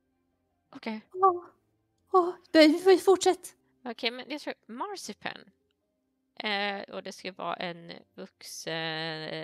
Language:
Swedish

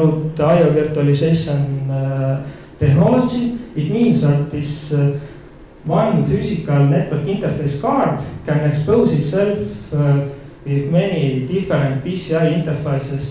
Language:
English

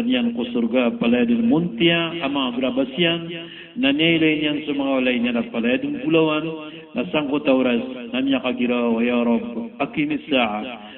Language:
Maranao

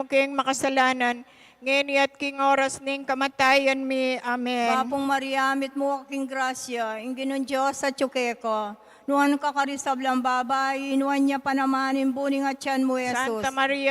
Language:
Pampanga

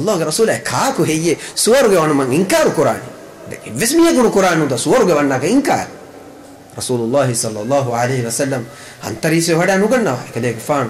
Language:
Divehi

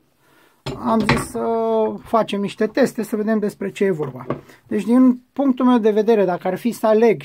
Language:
Romanian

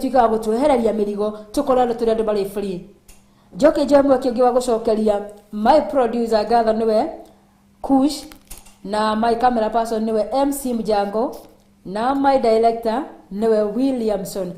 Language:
Kikuyu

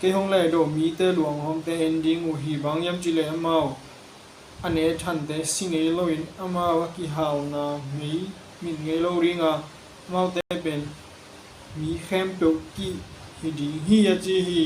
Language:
Tedim Chin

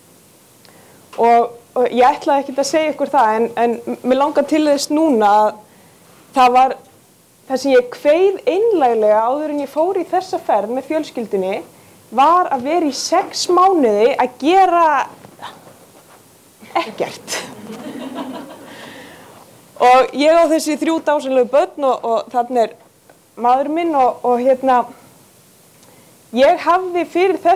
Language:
Icelandic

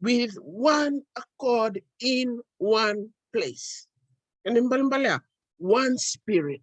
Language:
Fijian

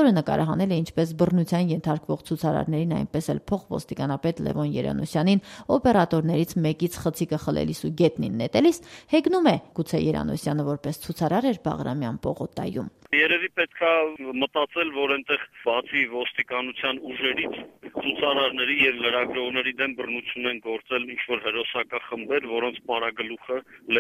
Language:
Armenian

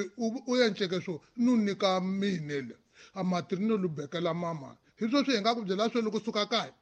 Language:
Tsonga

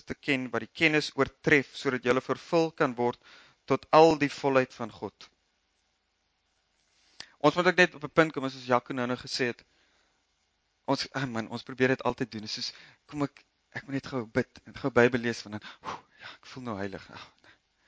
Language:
Afrikaans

